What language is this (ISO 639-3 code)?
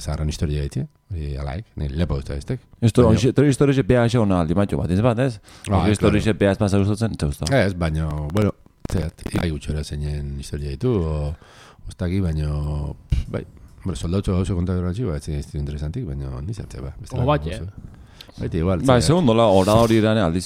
eus